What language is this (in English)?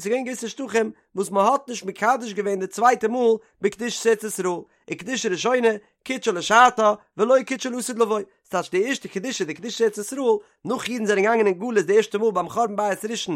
Yiddish